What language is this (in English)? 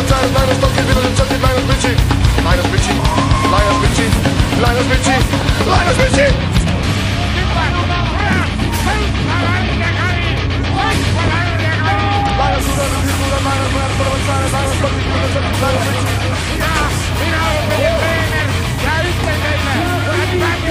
Estonian